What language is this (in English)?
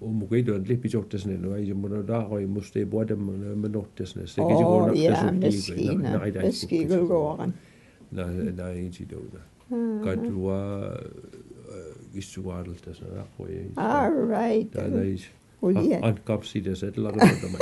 Mi'kmaw